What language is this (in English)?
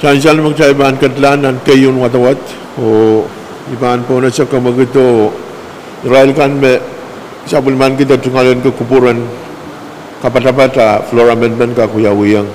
Pohnpeian